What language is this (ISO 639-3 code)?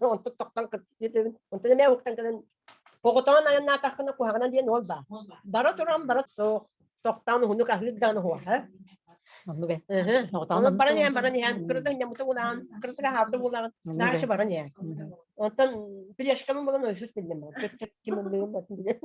sah